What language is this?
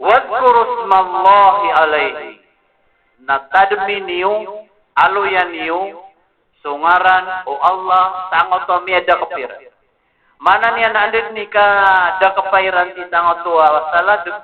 Maranao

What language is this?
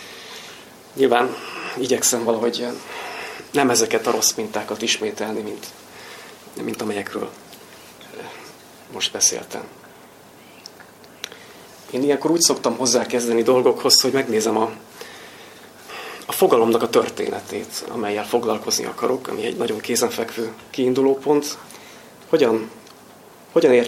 Hungarian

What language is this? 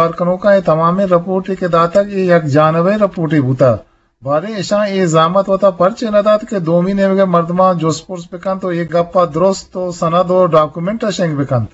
Eastern Balochi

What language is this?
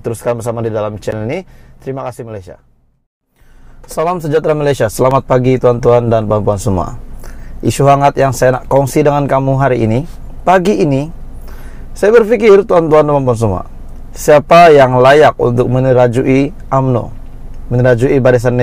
Malay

